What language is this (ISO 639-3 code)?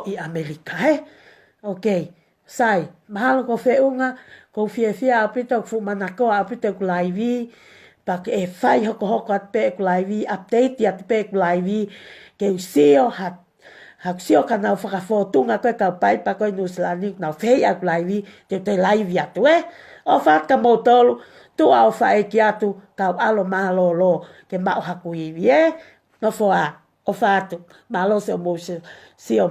ton